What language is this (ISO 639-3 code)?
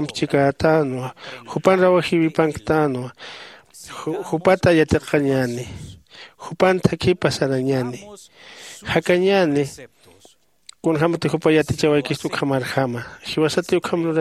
aym